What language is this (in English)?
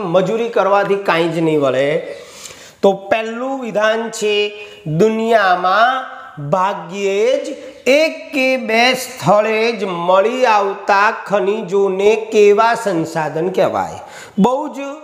Gujarati